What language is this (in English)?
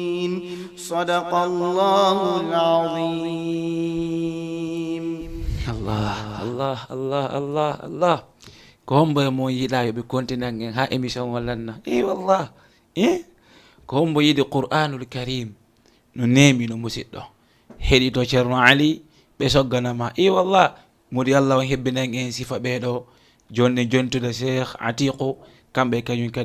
Fula